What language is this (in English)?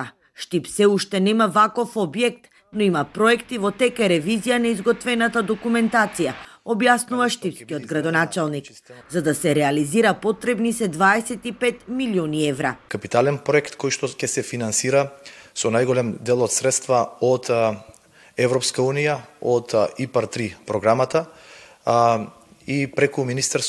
Macedonian